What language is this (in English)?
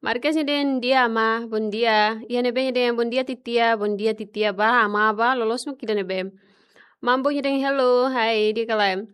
Tetum